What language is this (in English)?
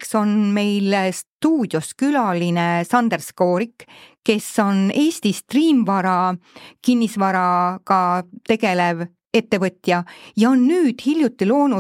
Estonian